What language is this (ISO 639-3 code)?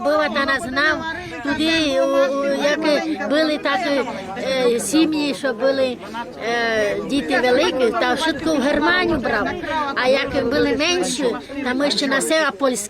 rue